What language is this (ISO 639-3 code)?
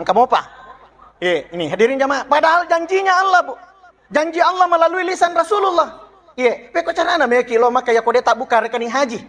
bug